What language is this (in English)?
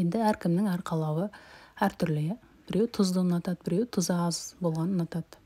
Kazakh